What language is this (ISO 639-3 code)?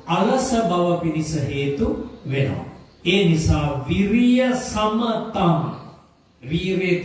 sin